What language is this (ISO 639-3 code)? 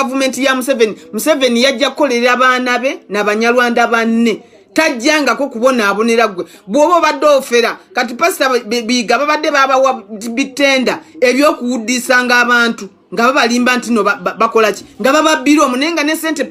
lug